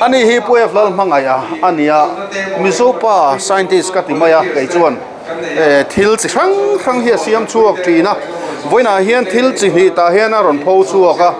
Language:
Mizo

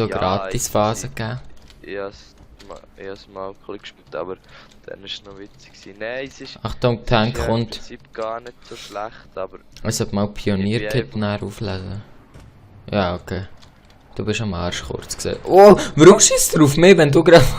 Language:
Swiss German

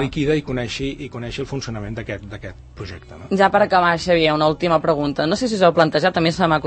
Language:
Catalan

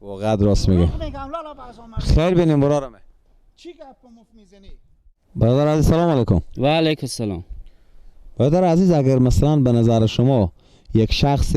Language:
Persian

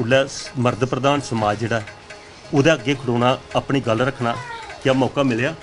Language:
Dogri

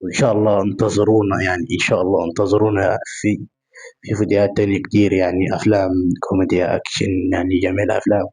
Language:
Egyptian Arabic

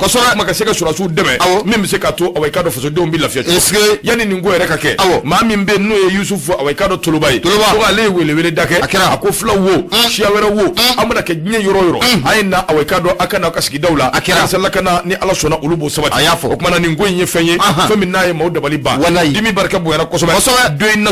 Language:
Bambara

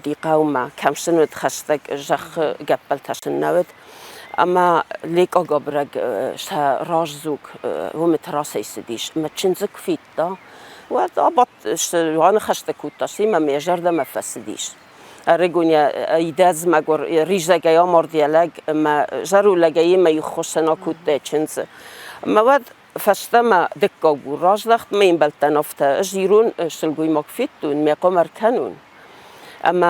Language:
Ossetic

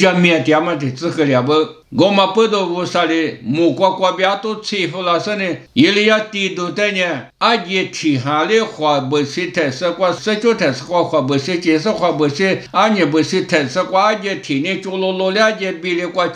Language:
Lisu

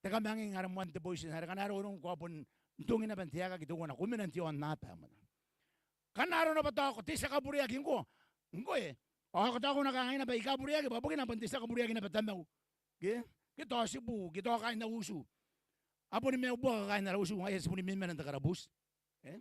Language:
Gilbertese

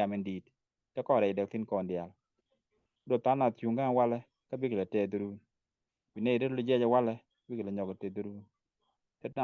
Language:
Nuer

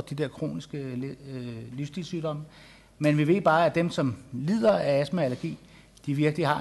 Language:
Danish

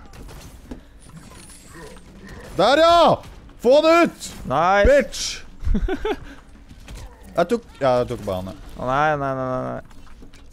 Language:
Norwegian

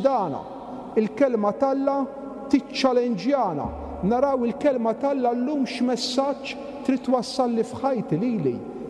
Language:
Maltese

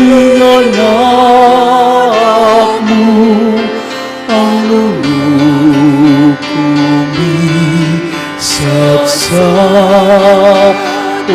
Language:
Pampanga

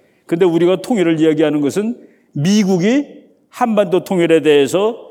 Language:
Korean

